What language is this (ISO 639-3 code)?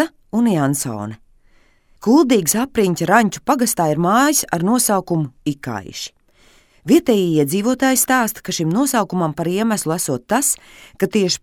lav